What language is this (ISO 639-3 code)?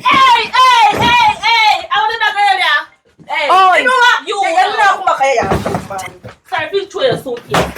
jam